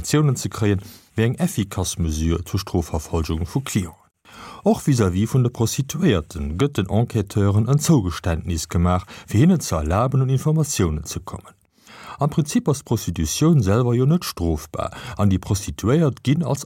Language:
Luxembourgish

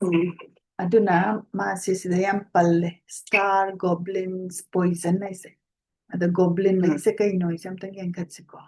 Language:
Manipuri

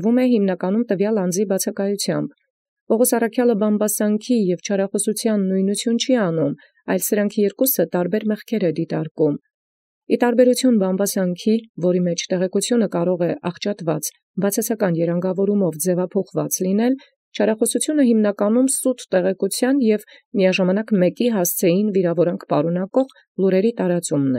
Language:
Armenian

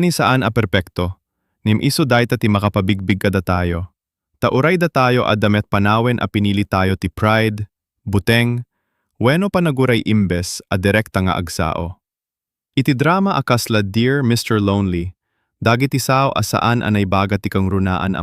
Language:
Iloko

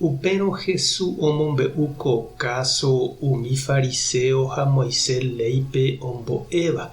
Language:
Guarani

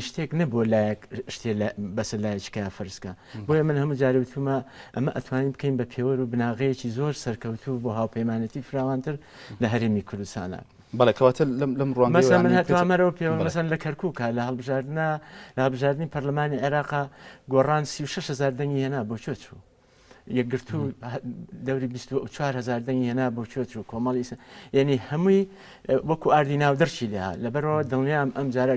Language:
Central Kurdish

